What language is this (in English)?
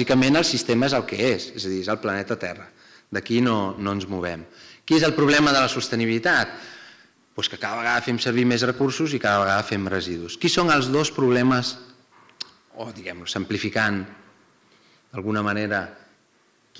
Catalan